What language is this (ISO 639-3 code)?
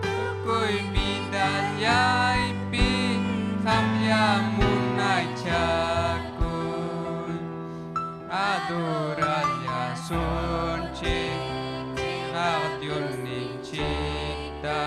quy